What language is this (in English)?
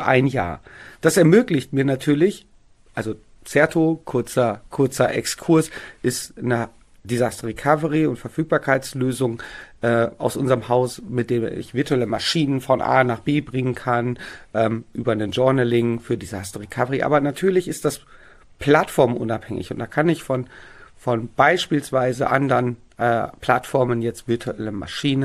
German